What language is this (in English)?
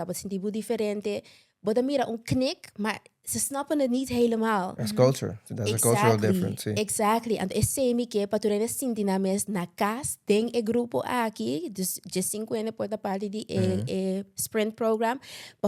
Papiamento